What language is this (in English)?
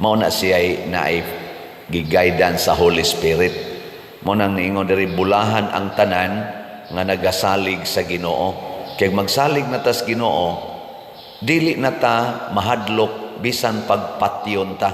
Cebuano